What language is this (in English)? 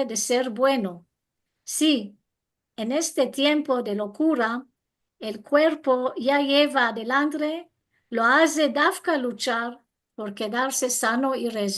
Ladino